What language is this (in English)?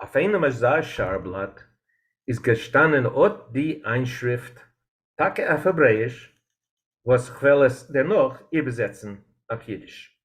Yiddish